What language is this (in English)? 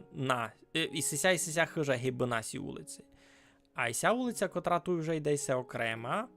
Rusyn